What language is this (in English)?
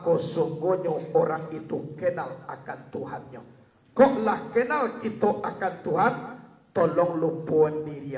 Minangkabau